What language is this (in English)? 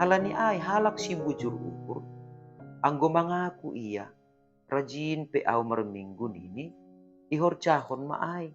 Batak Simalungun